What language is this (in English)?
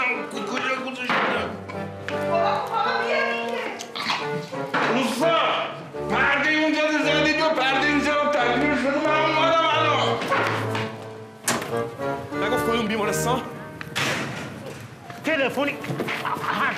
Persian